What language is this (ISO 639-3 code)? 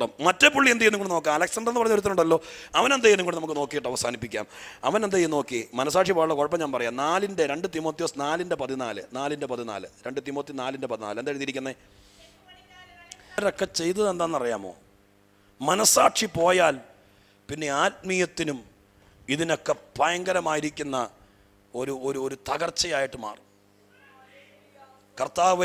mal